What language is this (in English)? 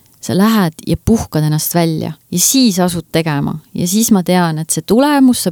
Estonian